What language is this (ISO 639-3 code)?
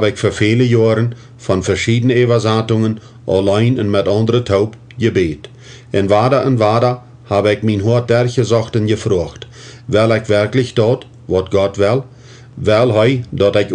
pdt